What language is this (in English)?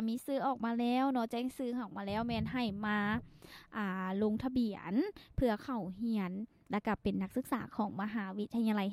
Lao